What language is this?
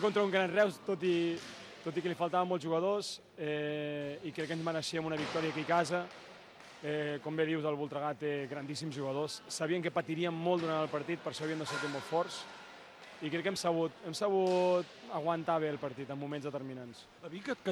Catalan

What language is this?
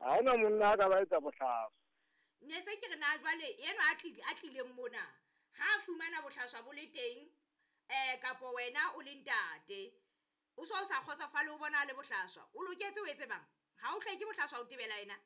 Southern Sotho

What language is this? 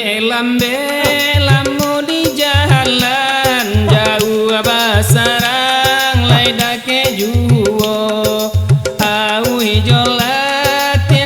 Minangkabau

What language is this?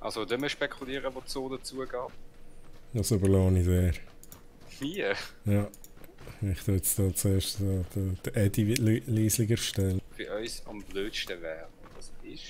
Swiss German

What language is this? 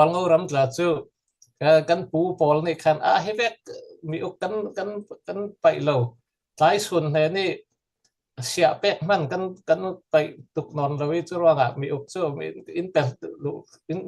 Falam Chin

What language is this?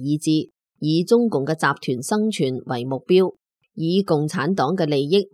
Cantonese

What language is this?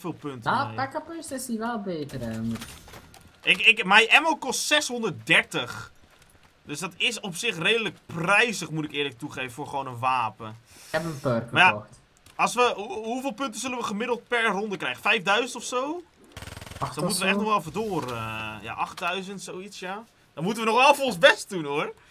Dutch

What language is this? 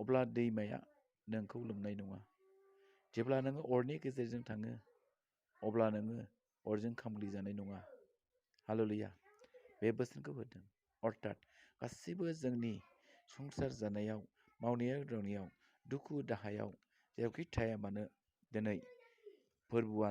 Bodo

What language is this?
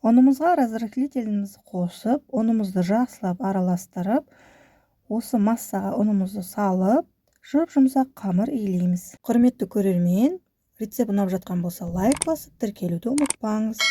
Kazakh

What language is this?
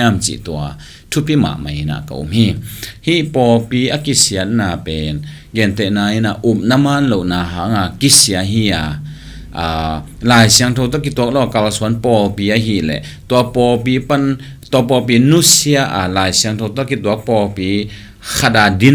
Tedim Chin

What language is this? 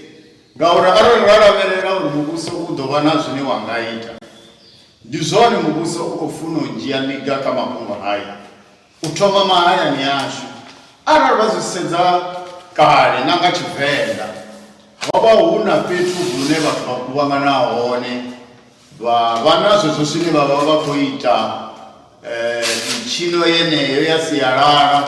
Venda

